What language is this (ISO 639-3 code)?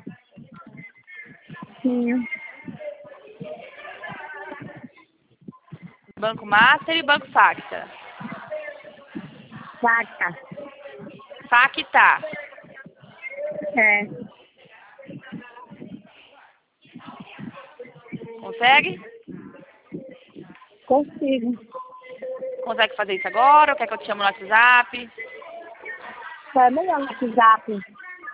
por